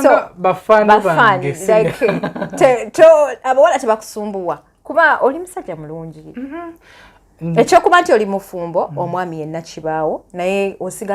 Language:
Ganda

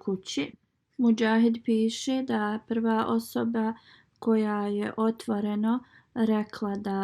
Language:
Bosnian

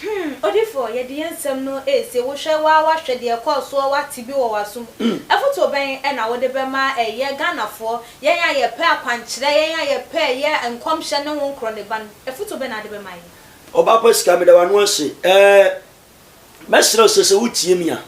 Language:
Akan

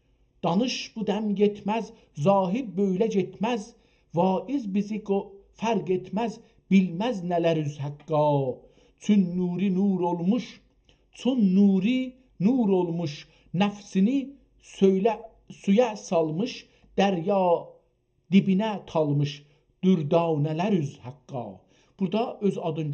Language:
South Azerbaijani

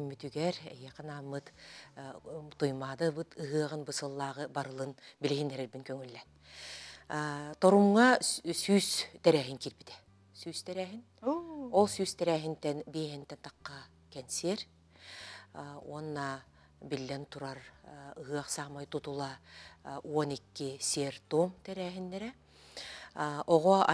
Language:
Yakut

